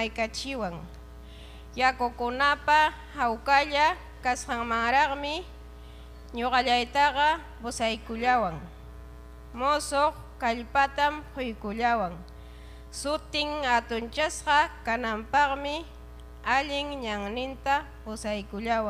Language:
Ayacucho Quechua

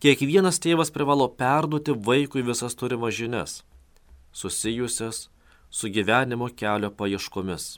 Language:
Lithuanian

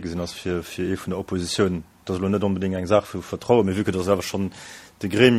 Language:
Luxembourgish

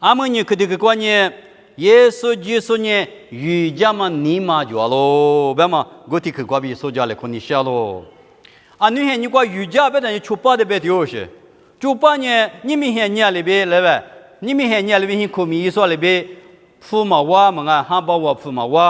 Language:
Lisu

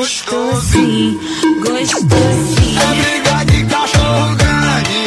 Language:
Portuguese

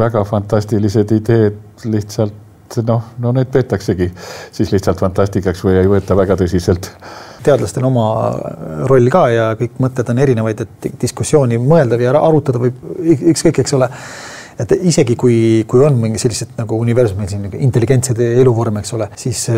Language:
Estonian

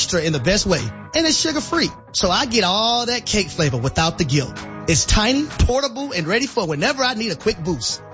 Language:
English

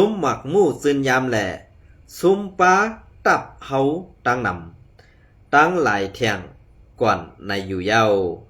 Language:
Shan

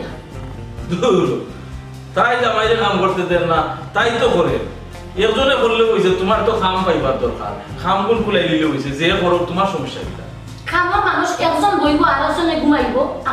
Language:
Sylheti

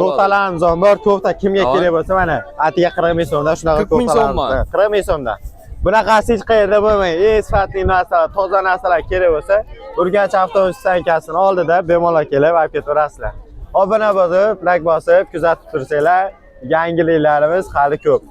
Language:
Uzbek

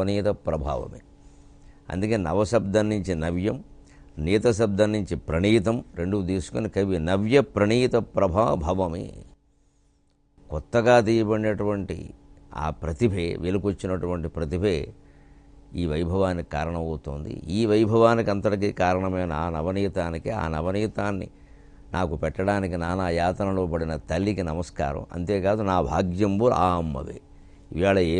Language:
Telugu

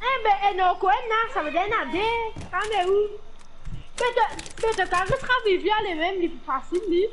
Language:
Morisyen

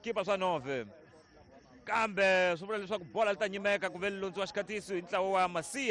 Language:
Tsonga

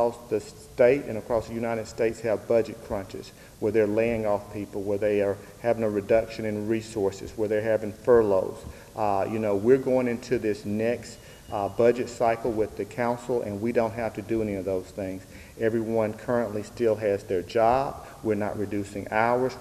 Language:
English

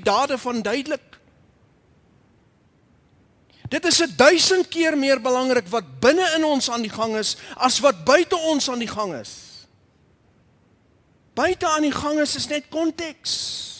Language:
Afrikaans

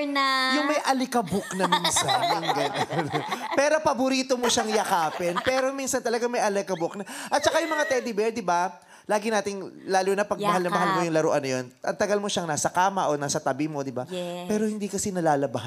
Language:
Filipino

